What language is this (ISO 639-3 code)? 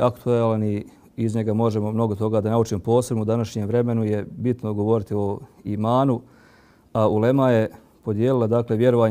bos